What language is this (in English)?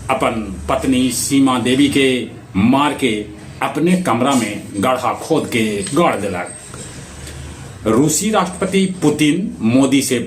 Magahi